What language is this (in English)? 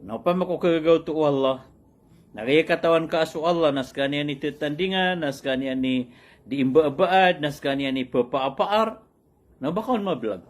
Maranao